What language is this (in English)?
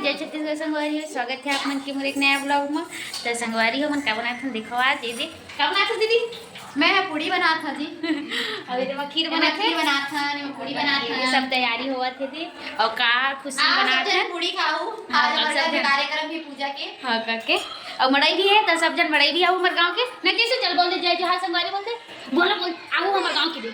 Chhattisgarhi